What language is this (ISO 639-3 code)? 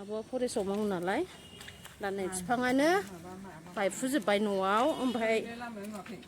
brx